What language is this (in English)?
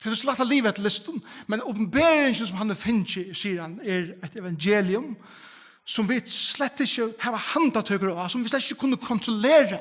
Faroese